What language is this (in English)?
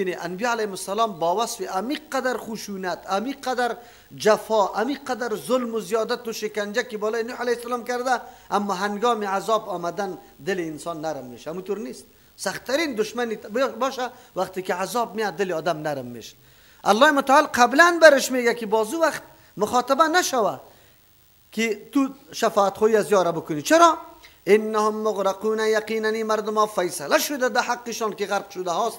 Persian